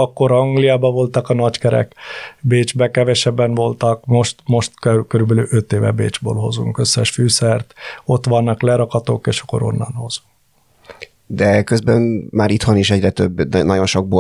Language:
Hungarian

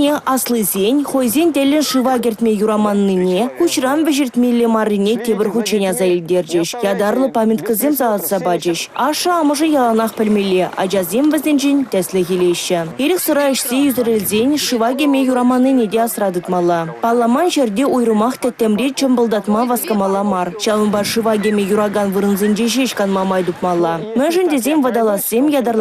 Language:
Chuvash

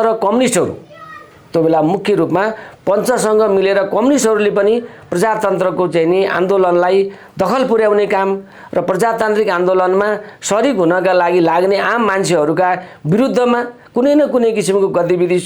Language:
Nepali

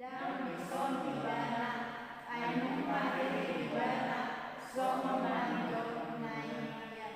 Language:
Batak Toba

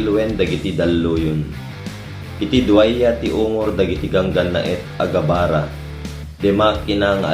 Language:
Iloko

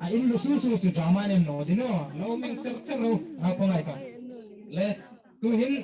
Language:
Hmar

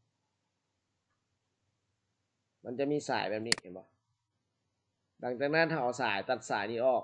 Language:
Lao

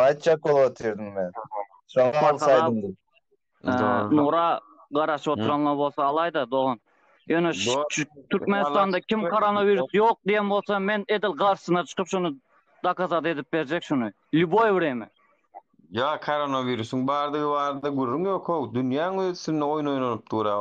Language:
Turkmen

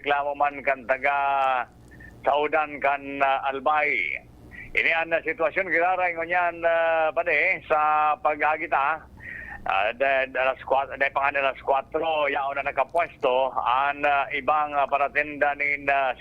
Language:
Bikol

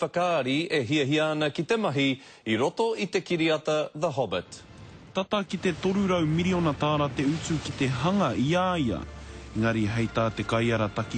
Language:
Māori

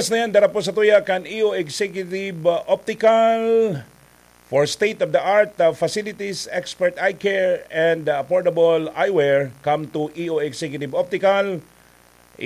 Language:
Bikol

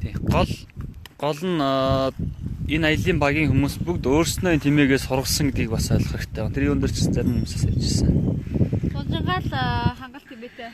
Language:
Mongolian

